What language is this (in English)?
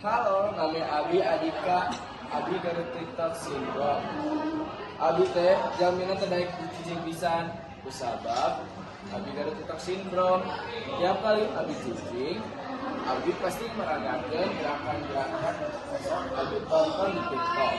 Sundanese